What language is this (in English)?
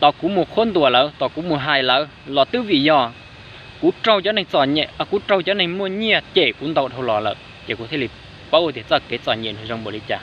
Hmong